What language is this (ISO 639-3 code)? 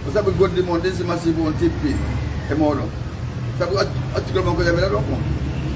ful